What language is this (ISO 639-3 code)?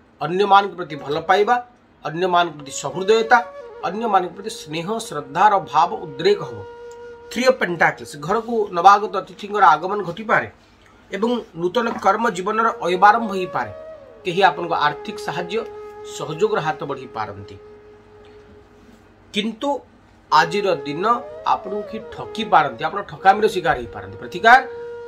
ori